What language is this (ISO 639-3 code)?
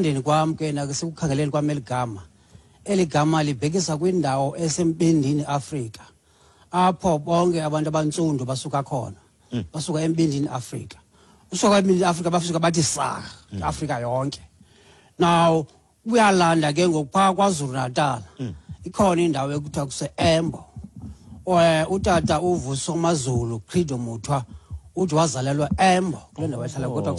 xho